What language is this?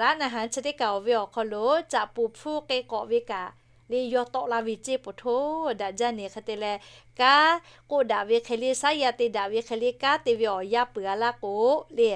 Lahu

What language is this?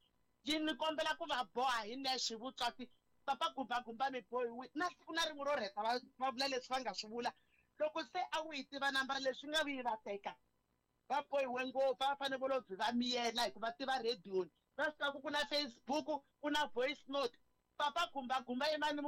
Tsonga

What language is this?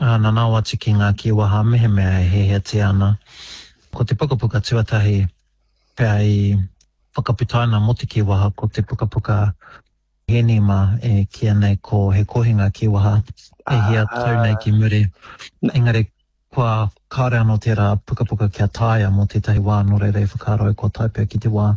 Māori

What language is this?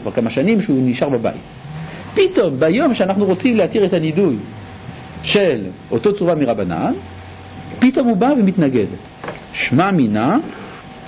Hebrew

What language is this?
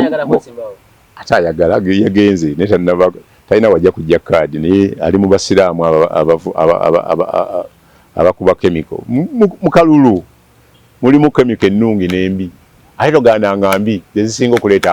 Ganda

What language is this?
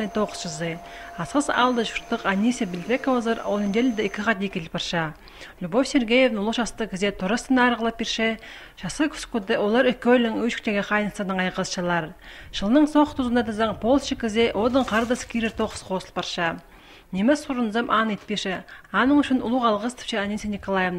Khakas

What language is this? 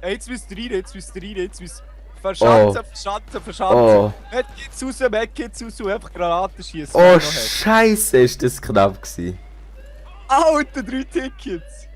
Swiss German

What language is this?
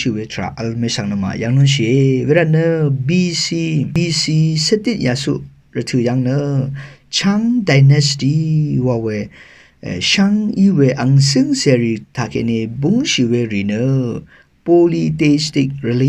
Rawang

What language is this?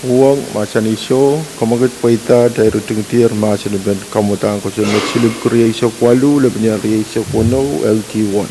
Pohnpeian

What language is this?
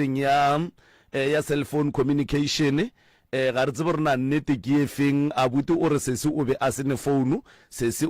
Northern Sotho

